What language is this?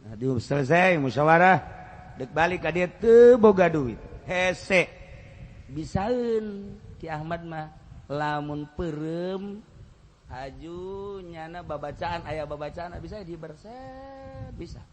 Sundanese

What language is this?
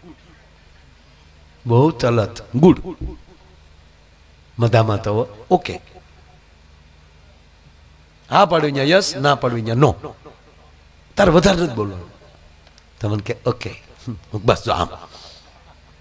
Gujarati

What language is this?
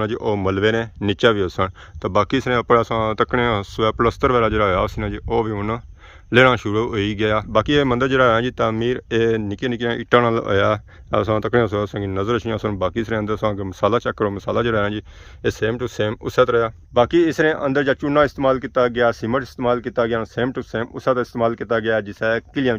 Pahari-Potwari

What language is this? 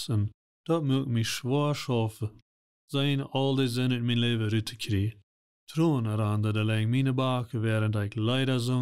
Plautdietsch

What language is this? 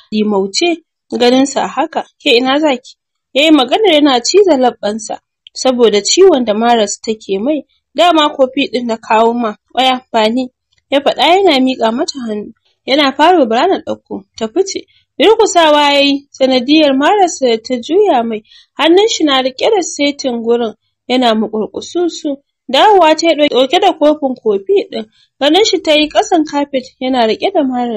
Hausa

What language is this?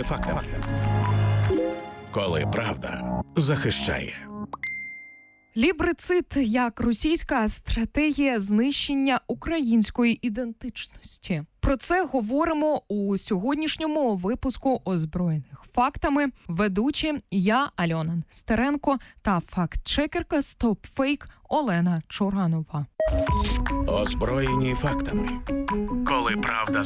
Ukrainian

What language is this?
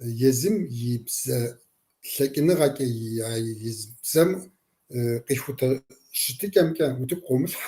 Kabardian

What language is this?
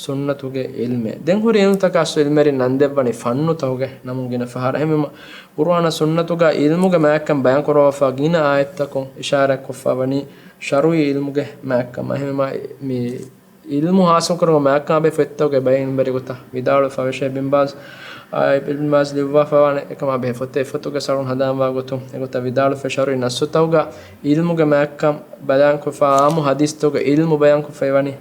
Divehi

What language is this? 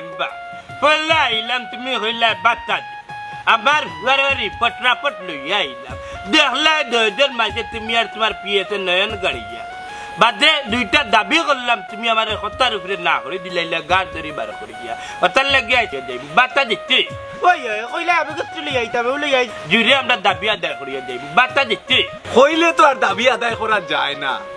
Sylheti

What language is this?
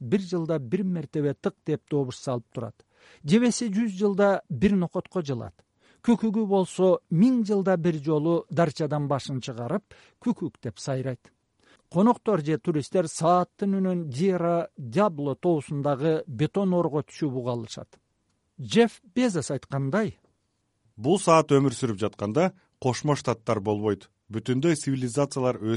Kyrgyz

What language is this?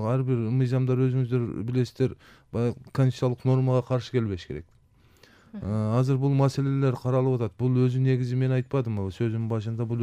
Kyrgyz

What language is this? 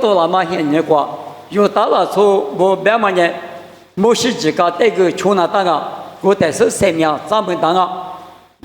Lisu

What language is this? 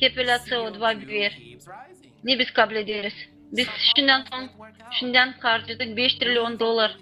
Gagauz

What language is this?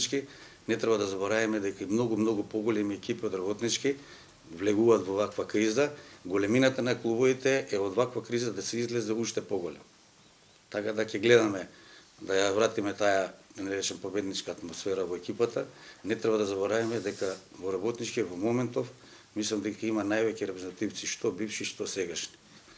Macedonian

